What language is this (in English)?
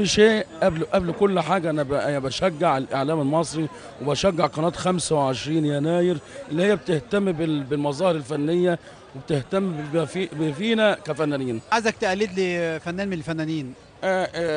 Egyptian Arabic